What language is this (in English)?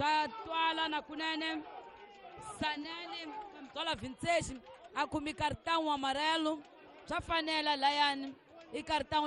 Tsonga